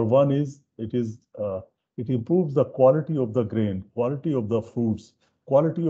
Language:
English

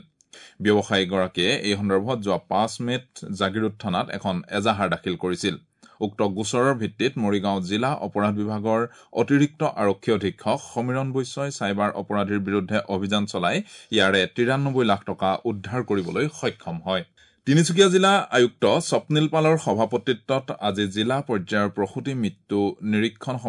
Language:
Assamese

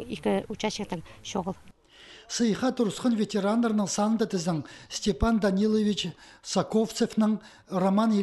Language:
Khakas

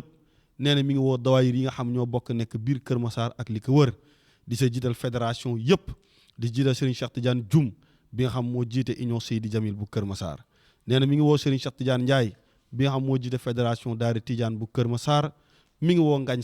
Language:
Wolof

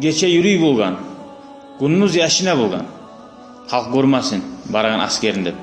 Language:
Kumyk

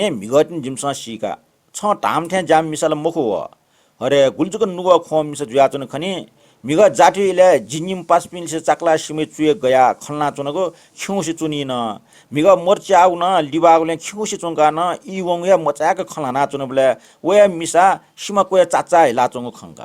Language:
Newari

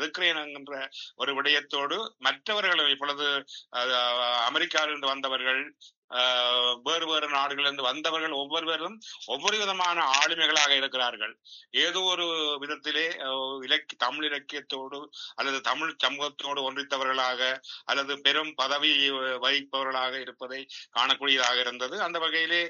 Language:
Tamil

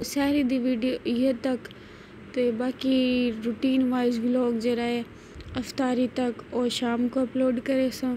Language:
Saraiki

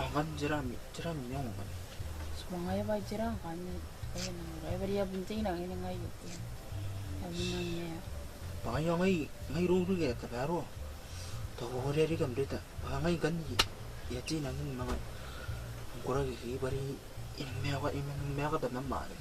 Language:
Gilbertese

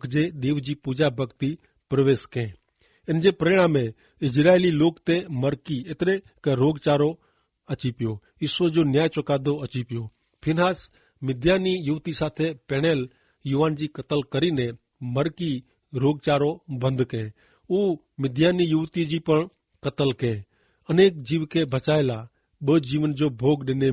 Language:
Kachhi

